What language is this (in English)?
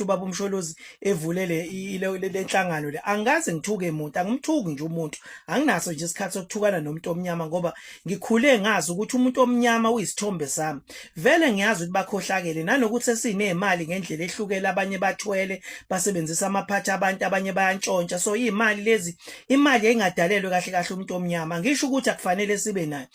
Zulu